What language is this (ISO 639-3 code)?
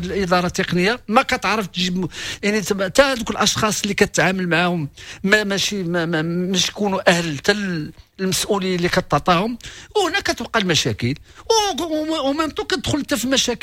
ary